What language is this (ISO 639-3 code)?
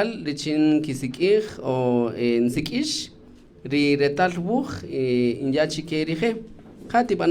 cak